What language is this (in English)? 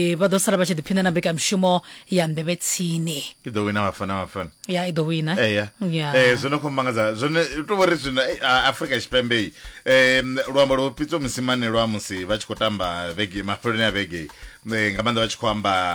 Venda